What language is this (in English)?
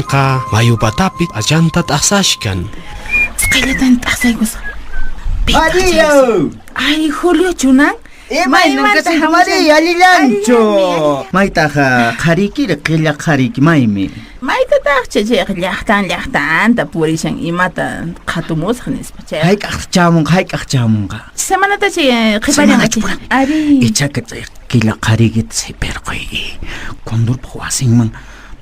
Quechua